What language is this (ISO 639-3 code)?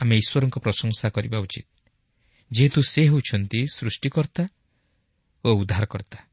ori